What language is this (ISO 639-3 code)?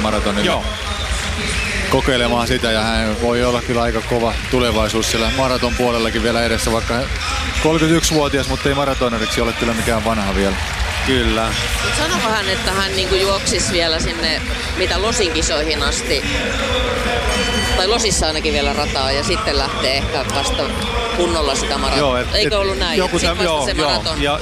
fin